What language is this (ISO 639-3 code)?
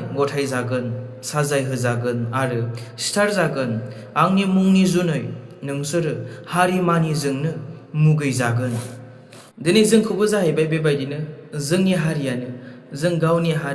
brx